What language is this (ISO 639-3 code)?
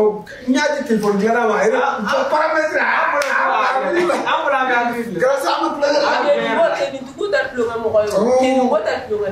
bam